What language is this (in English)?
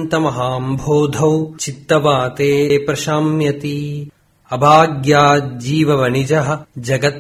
Sanskrit